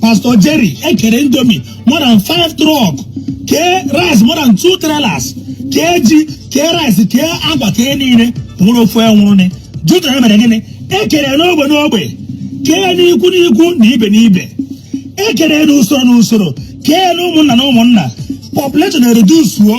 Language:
Igbo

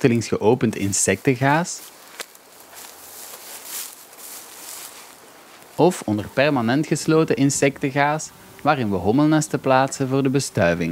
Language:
Dutch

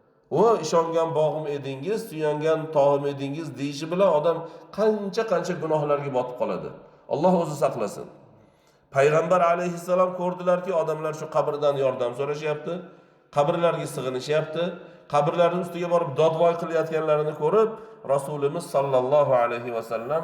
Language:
Uzbek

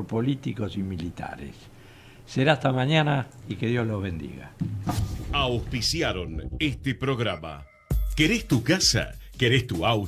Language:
Spanish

